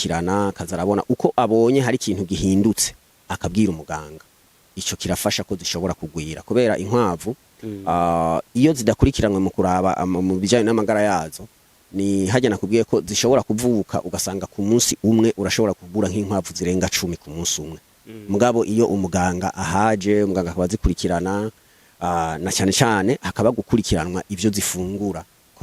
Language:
Rundi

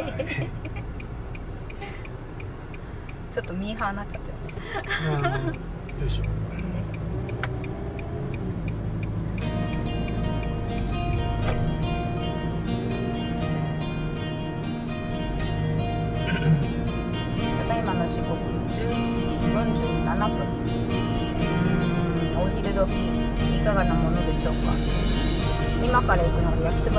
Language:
Japanese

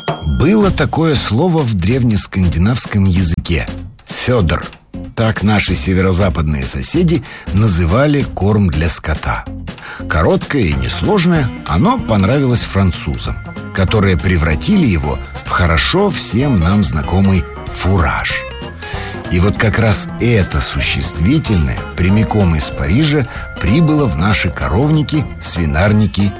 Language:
Russian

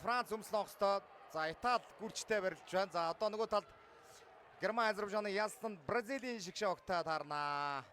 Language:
Mongolian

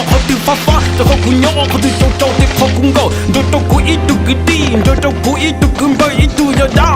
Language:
Hmong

